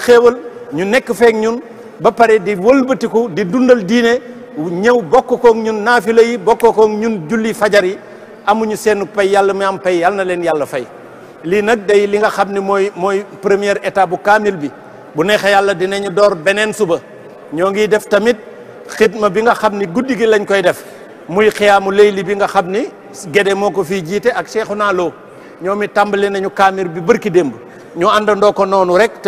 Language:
Wolof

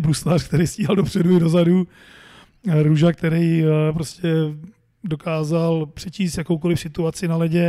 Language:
Czech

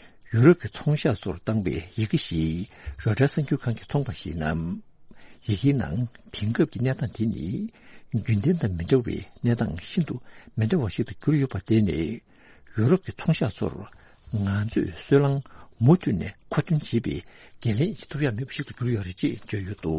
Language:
Tibetan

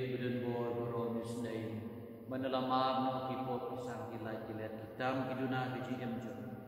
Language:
Khasi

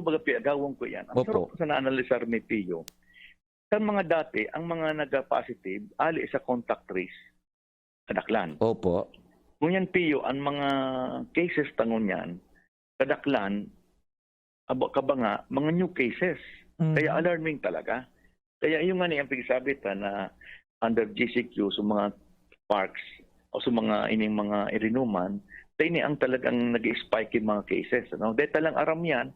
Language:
Bikol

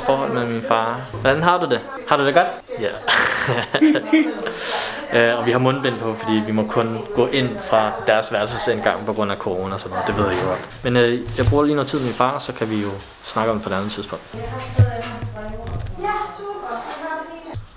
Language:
Danish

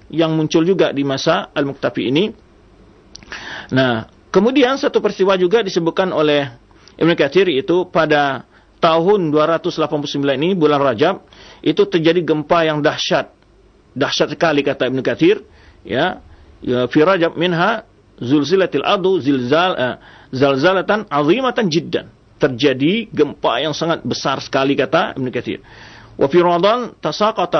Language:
Indonesian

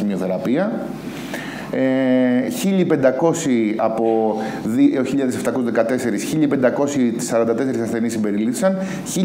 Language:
Greek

